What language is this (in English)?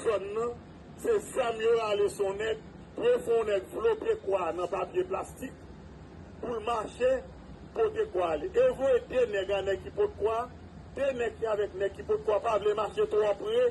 Haitian Creole